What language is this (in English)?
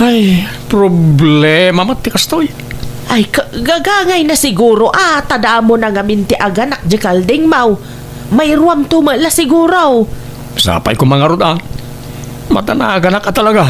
Iloko